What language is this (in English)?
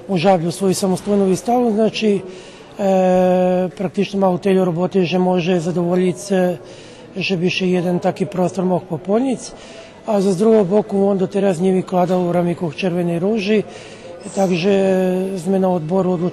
Rusyn